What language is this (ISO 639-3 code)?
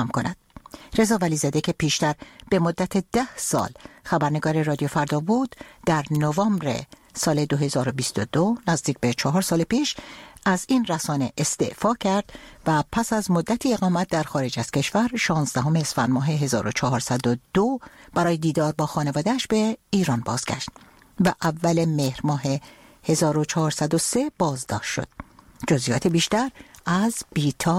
fas